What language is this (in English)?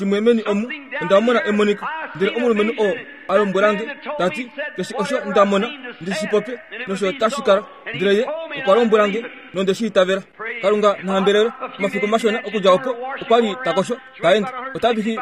Kuanyama